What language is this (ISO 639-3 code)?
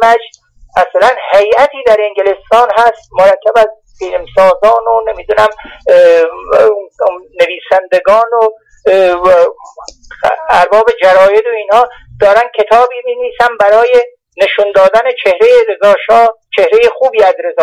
fas